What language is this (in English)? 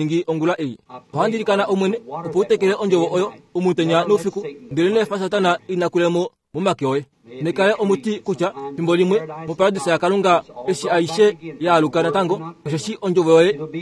Kuanyama